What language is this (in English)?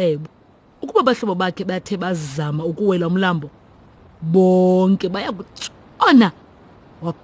Xhosa